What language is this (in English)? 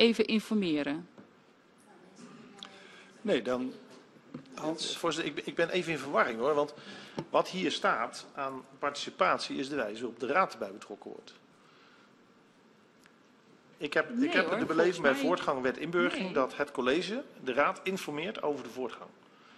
Dutch